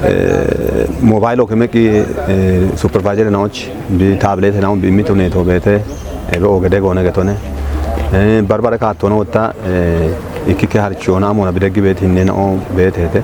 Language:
Kafa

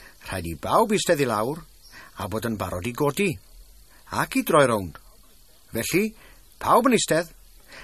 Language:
Welsh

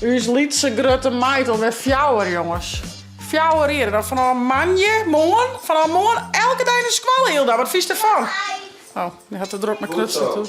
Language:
Western Frisian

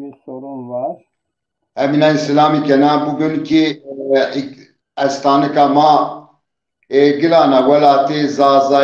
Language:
Zaza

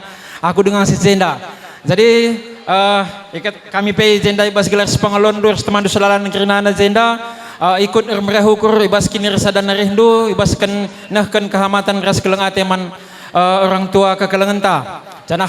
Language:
Batak Karo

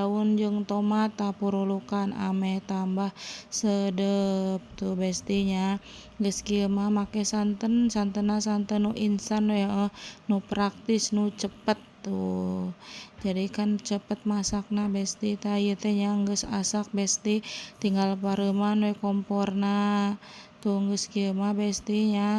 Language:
Sundanese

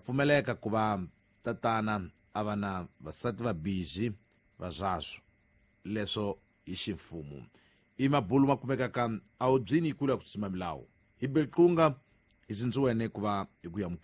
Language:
Tsonga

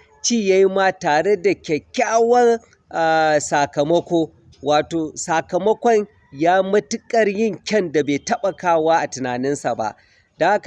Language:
Hausa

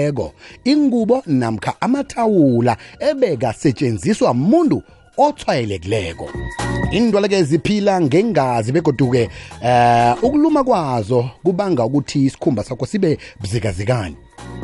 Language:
South Ndebele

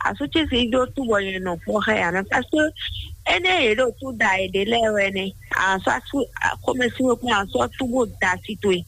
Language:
Fon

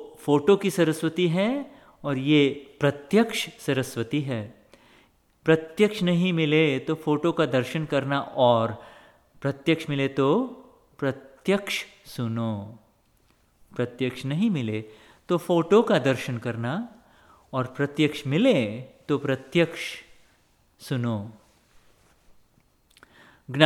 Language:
Hindi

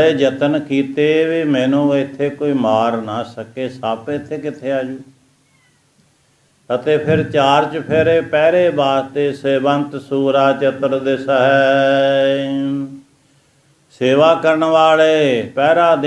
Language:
Punjabi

